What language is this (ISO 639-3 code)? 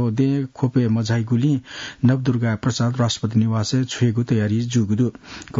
new